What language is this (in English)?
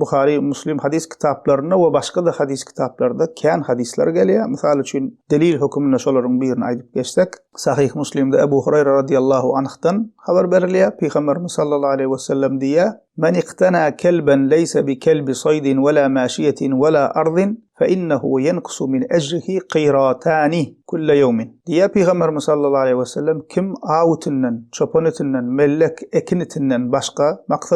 Turkmen